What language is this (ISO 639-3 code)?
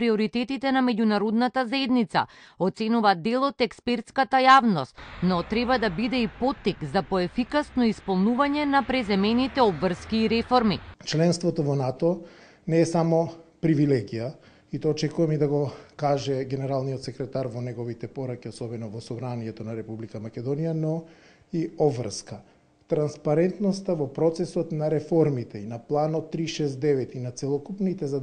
mkd